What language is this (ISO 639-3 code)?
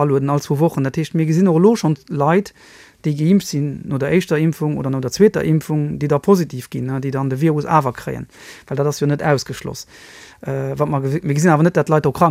ltz